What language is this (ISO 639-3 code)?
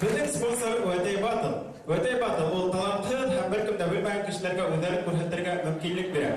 bak